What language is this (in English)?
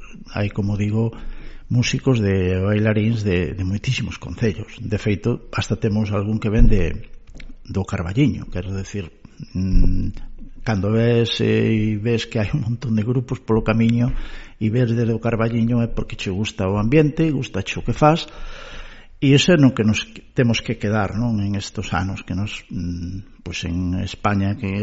Galician